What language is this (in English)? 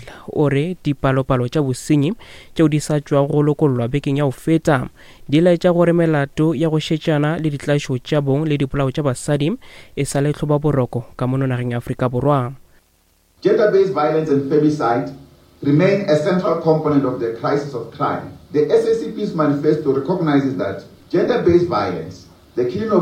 Northern Sotho